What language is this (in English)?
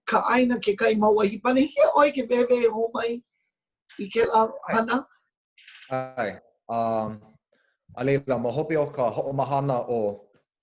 Hawaiian